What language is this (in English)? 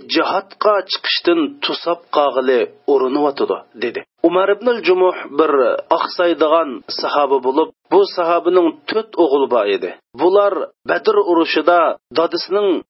Uyghur